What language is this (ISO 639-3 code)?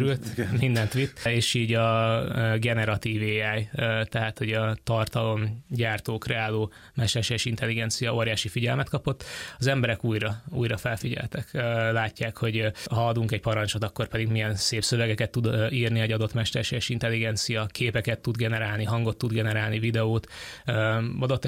hun